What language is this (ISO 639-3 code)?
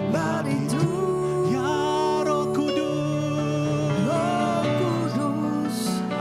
iba